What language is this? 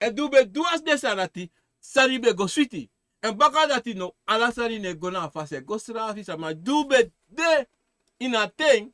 Sranan Tongo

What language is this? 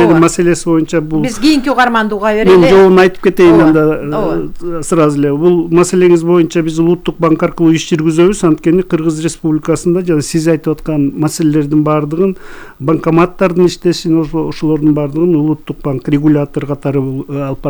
Kyrgyz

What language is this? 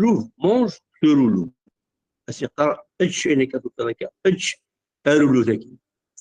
Kabyle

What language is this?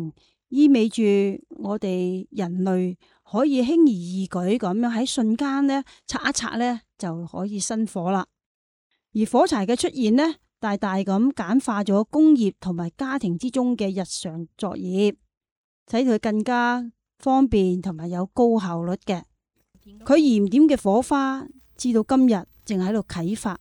Cantonese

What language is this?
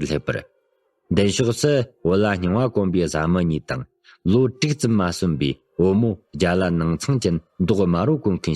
Tibetan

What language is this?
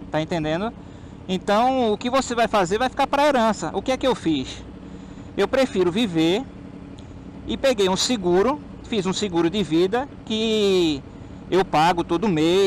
Portuguese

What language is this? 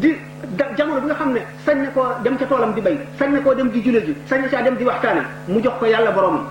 Wolof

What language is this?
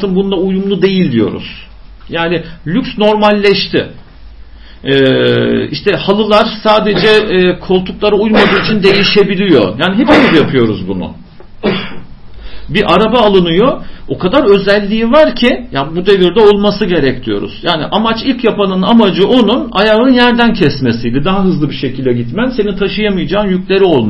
Turkish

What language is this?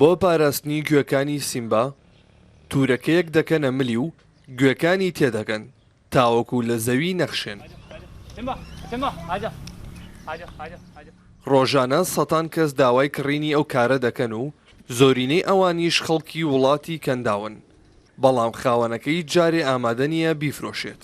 Central Kurdish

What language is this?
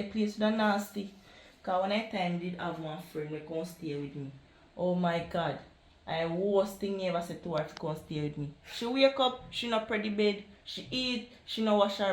Jamaican Creole English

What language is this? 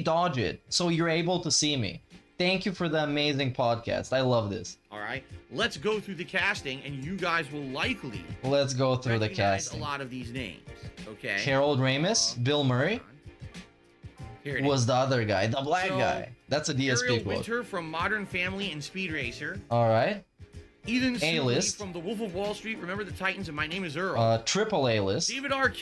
English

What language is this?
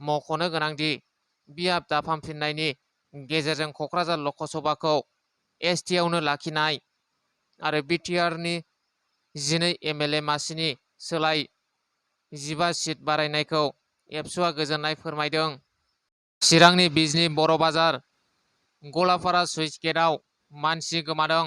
Bodo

